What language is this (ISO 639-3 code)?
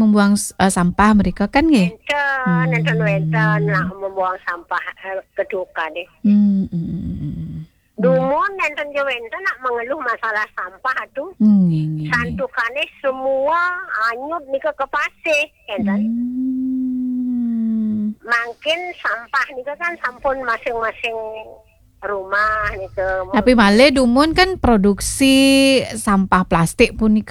ban